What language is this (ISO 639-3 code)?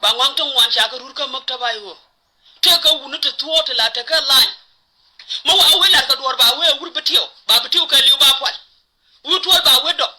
nus